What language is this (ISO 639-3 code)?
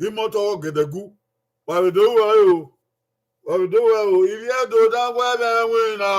bin